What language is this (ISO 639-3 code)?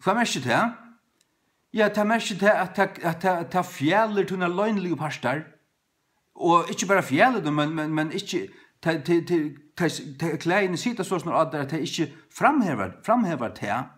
fao